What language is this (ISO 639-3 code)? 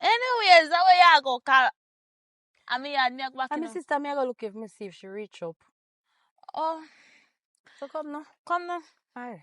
jam